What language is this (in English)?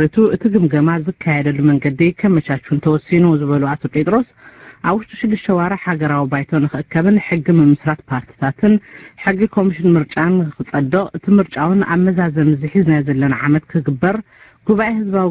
Tigrinya